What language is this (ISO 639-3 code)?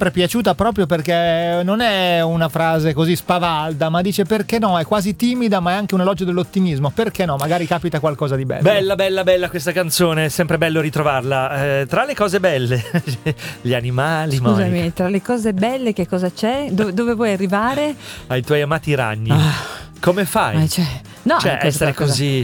ita